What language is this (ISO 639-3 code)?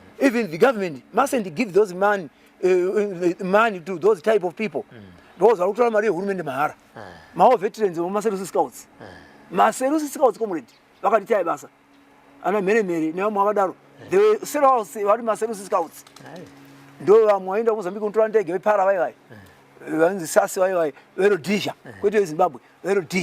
sna